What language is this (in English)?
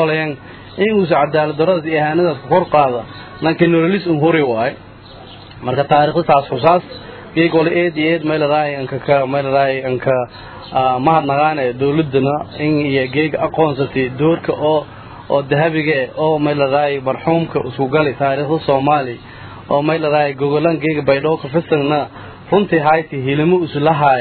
Somali